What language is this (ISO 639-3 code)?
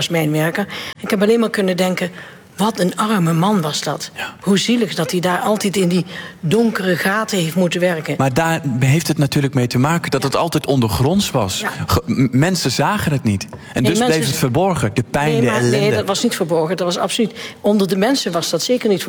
nld